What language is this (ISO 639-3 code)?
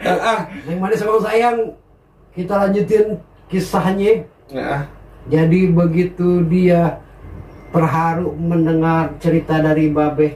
bew